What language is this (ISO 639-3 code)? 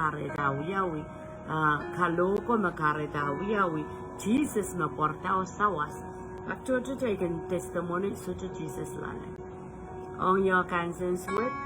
pon